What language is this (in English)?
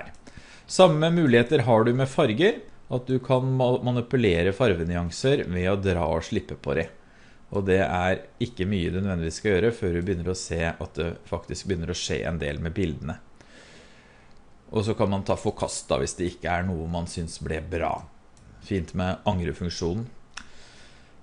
Norwegian